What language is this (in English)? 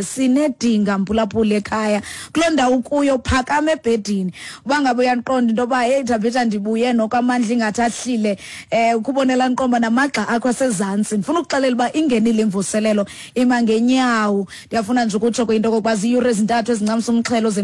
Xhosa